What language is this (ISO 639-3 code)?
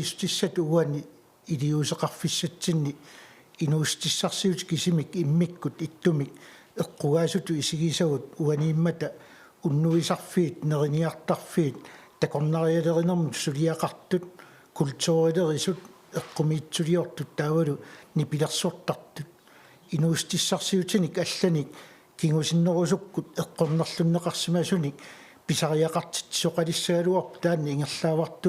kal